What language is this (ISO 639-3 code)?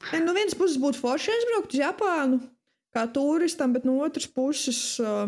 lav